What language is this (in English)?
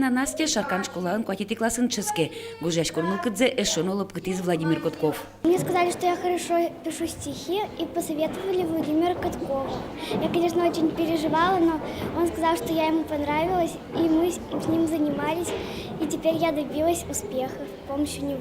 Udmurt